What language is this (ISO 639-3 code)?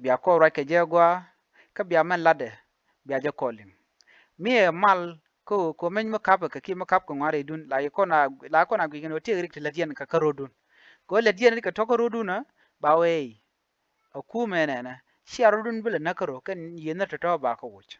nus